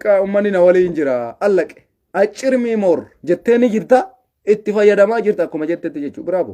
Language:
Oromo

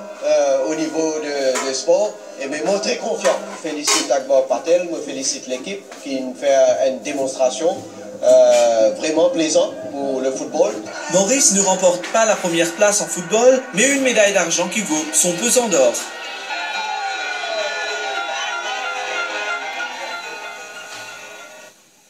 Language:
French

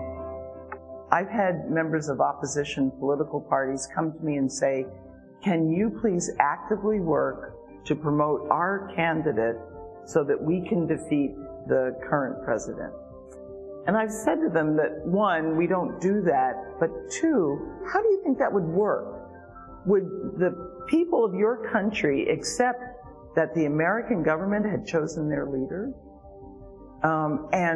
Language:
English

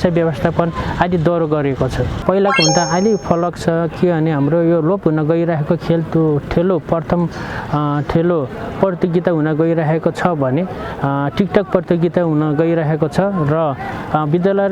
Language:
Nepali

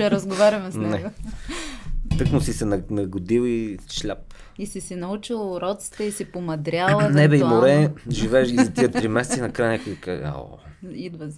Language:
Bulgarian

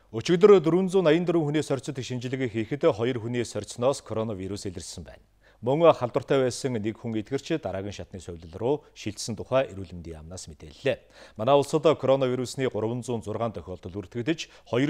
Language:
Mongolian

